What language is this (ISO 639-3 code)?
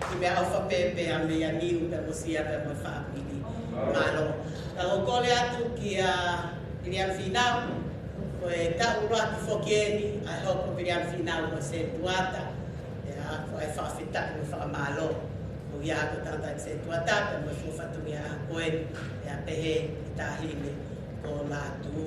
ton